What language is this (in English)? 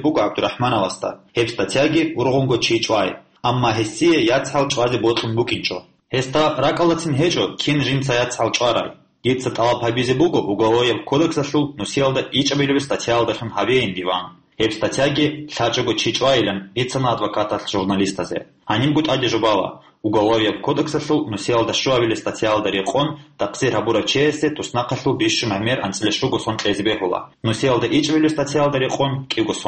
Avaric